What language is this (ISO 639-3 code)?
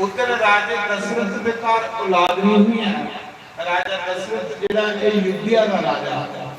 doi